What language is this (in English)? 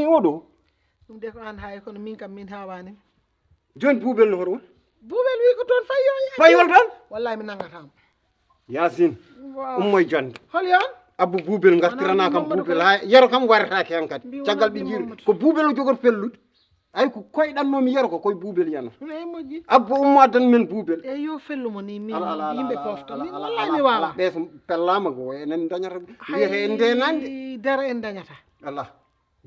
Fula